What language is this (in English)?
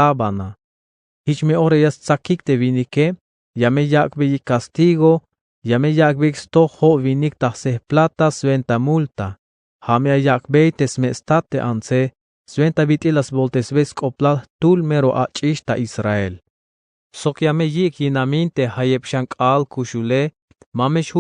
Tzeltal